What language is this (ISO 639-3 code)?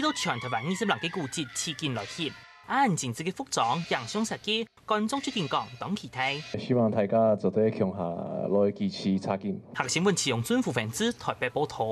hak